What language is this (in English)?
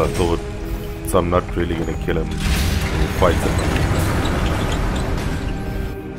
English